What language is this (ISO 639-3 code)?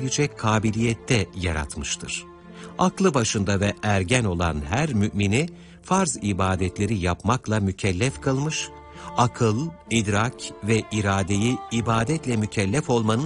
tur